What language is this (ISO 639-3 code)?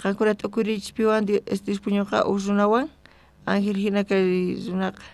quh